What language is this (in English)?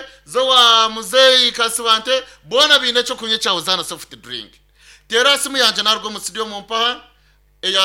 Nyankole